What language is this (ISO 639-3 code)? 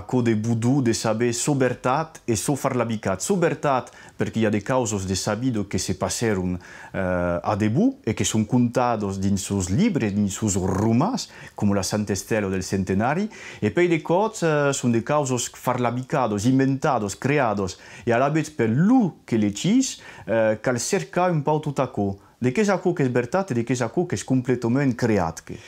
oci